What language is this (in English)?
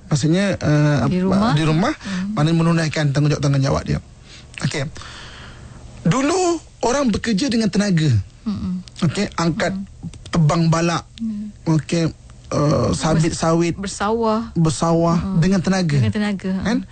Malay